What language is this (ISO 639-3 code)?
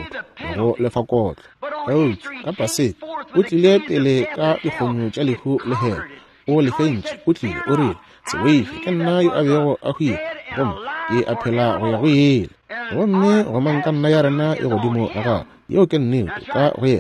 nso